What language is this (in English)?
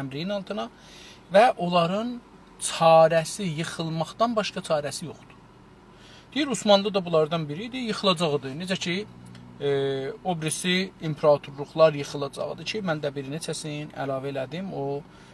South Azerbaijani